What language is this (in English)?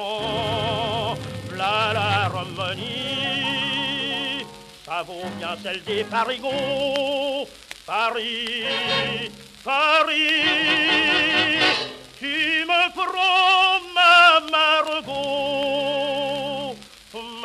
French